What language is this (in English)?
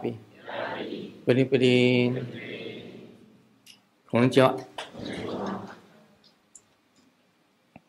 Chinese